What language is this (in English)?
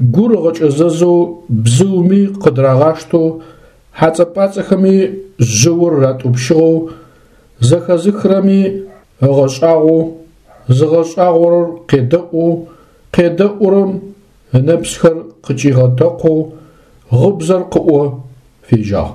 Adyghe